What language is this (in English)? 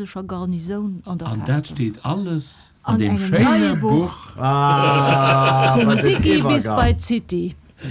Luxembourgish